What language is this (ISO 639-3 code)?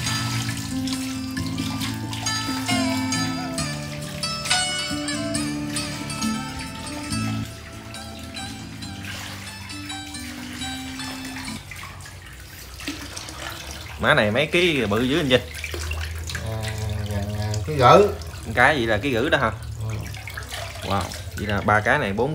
vie